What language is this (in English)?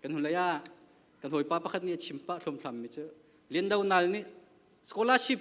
Hakha Chin